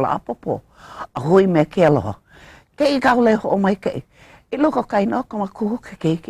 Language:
Hawaiian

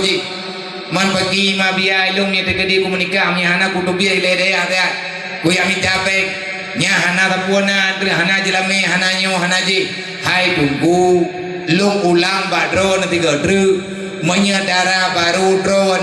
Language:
Achinese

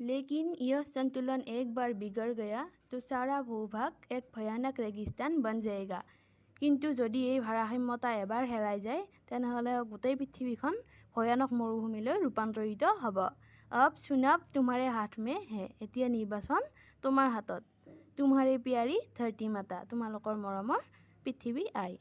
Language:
Assamese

